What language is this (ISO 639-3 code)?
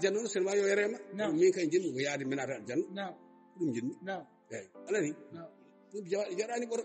ful